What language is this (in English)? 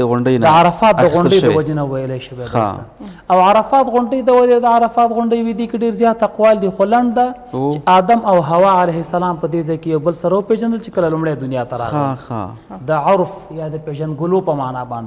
Pashto